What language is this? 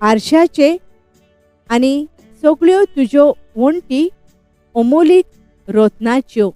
Konkani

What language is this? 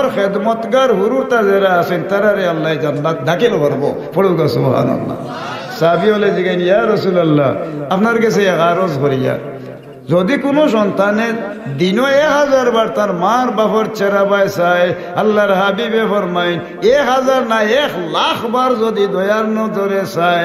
Sylheti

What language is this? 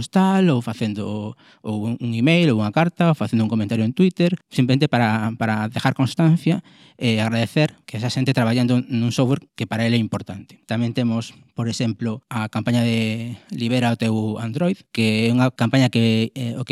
Galician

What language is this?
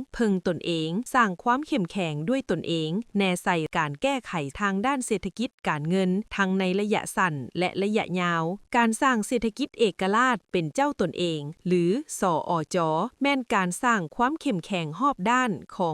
Lao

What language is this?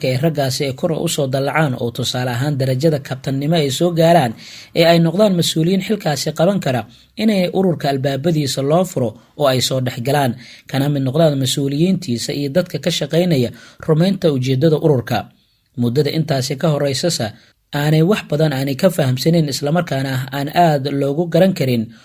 Somali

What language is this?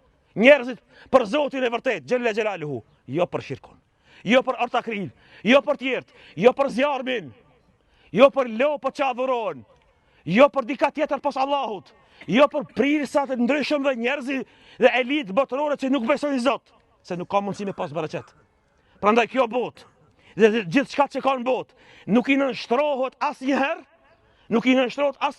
Albanian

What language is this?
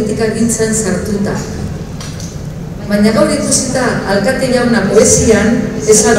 Basque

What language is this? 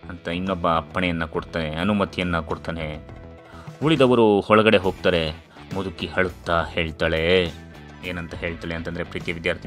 Kannada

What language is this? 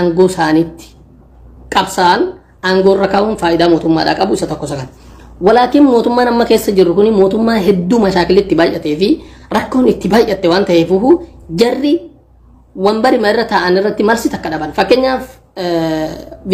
Oromo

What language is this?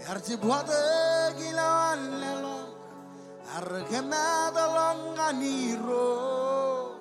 Marshallese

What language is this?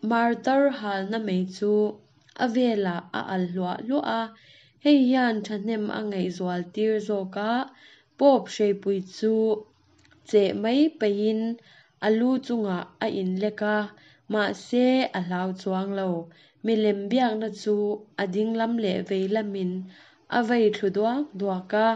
Mizo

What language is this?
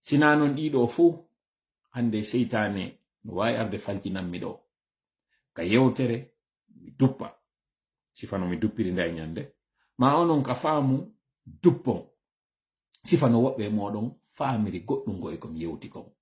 Fula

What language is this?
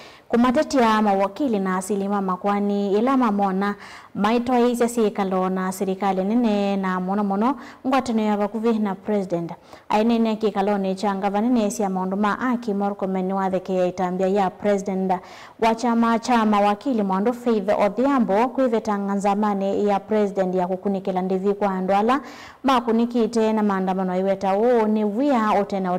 Kamba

